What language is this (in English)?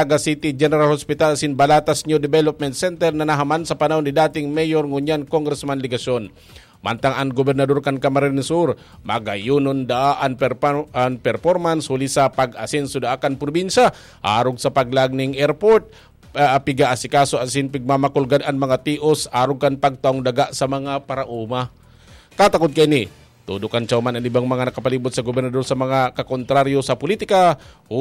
Bikol